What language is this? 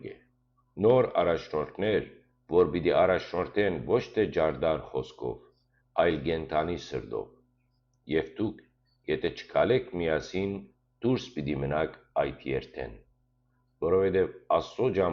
Western Armenian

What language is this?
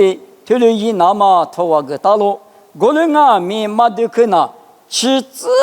Lisu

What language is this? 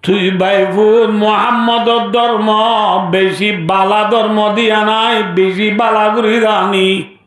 Rohingya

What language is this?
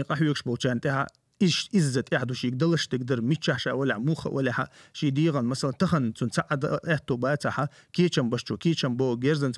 Chechen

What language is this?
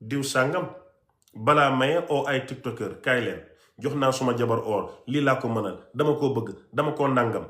Wolof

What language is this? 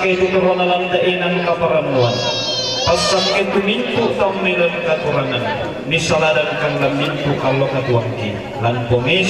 Toraja-Sa'dan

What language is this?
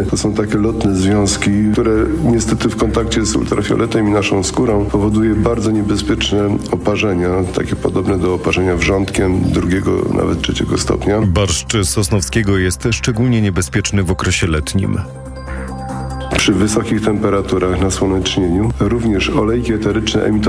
Polish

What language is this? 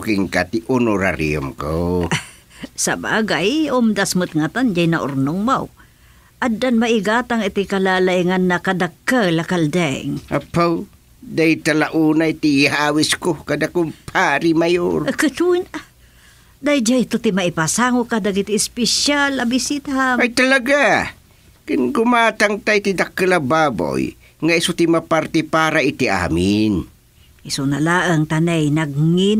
Iloko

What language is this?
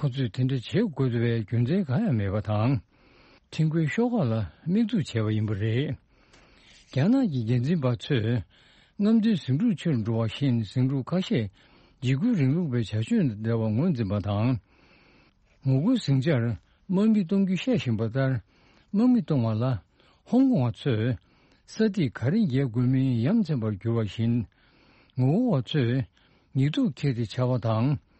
Tibetan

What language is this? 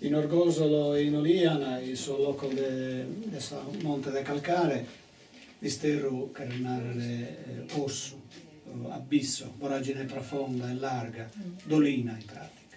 Sardinian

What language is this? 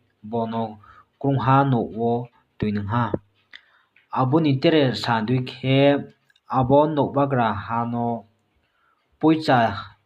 Riang (India)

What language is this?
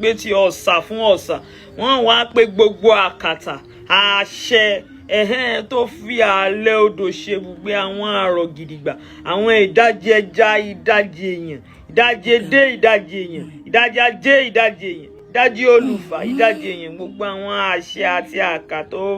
Yoruba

